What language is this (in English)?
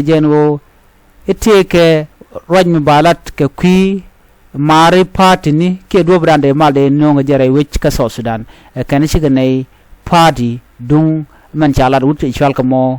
Nuer